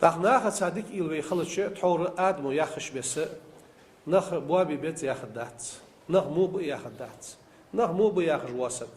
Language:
Ingush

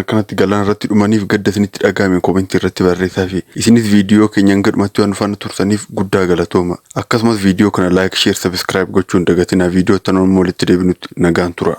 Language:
Oromo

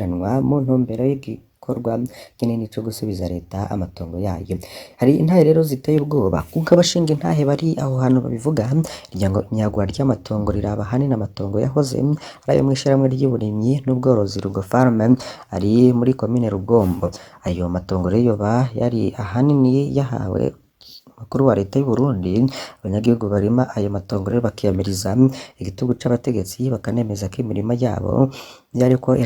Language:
Rundi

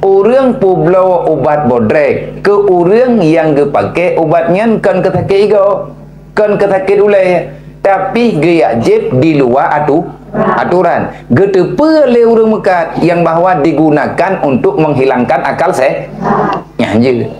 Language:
Achinese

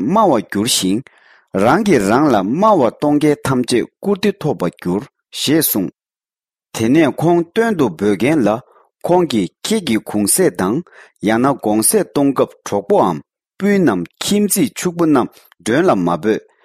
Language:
Tibetan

